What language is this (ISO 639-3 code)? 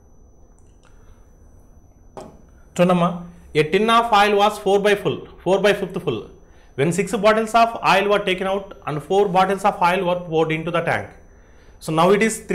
tel